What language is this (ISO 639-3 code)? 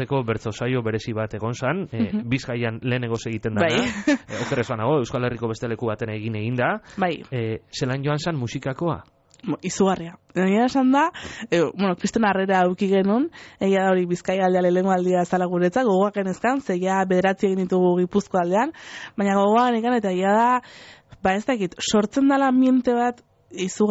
eus